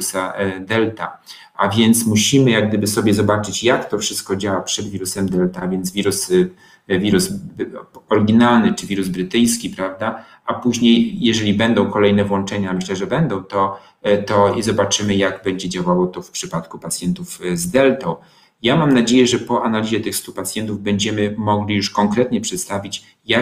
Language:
Polish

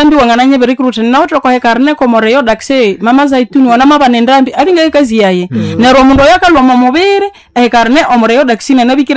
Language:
Nande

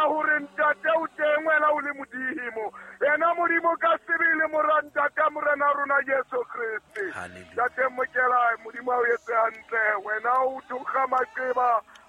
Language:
Southern Sotho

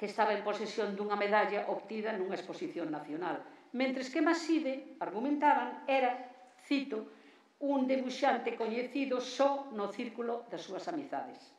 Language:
Galician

